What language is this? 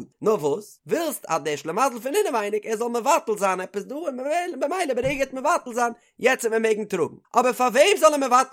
Yiddish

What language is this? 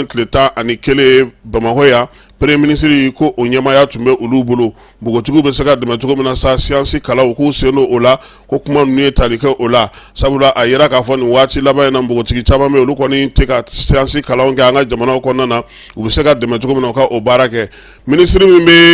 Bambara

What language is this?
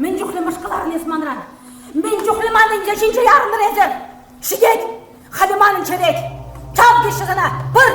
Chuvash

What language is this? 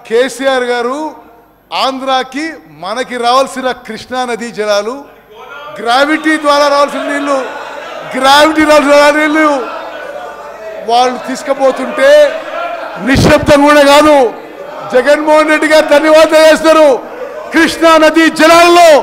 Telugu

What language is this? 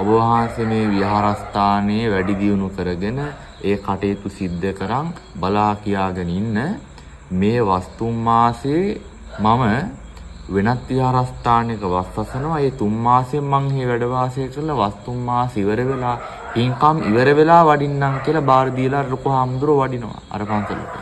Sinhala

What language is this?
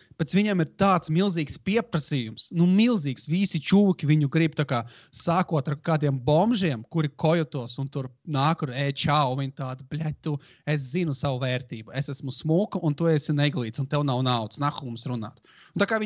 Latvian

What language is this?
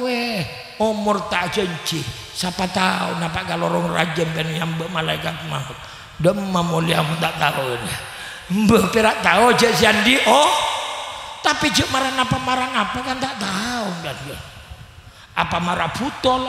Madurese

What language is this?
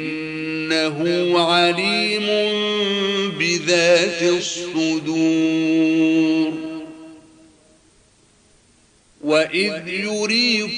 Arabic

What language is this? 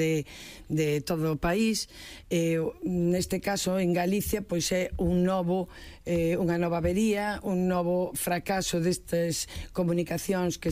Galician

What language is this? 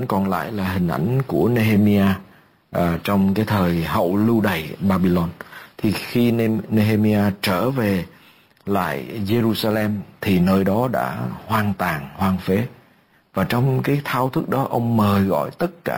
Vietnamese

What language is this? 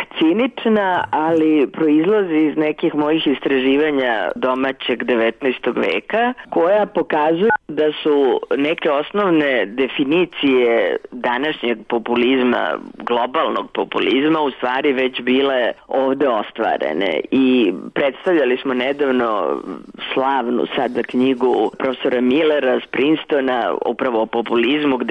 Serbian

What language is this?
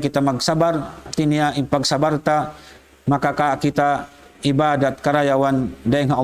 Tausug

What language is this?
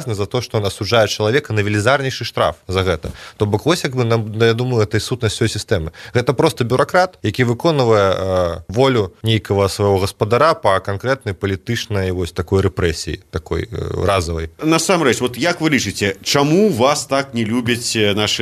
Belarusian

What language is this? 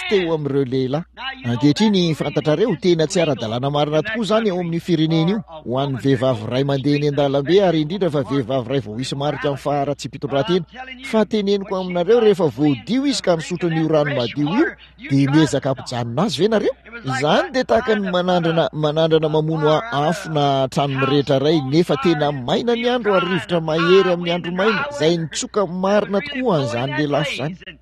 Malagasy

